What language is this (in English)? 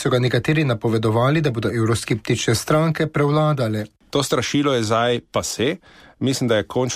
Slovenian